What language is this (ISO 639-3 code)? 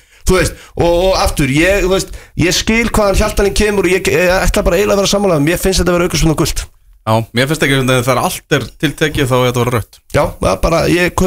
isl